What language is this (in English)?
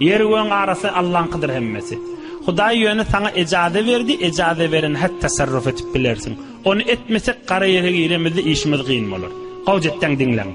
Turkmen